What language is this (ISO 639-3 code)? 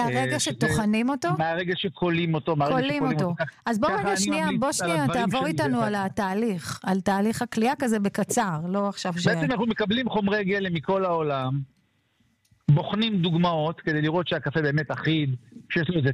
heb